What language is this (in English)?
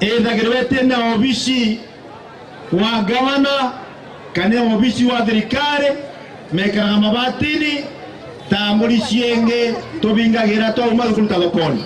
Meru